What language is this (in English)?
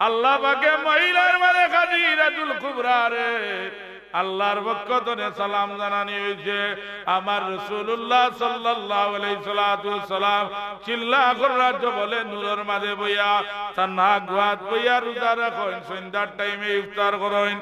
Sylheti